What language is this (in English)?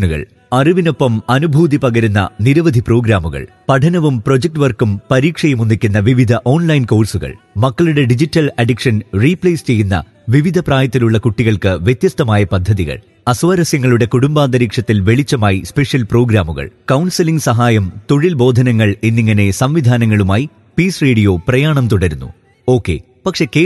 Malayalam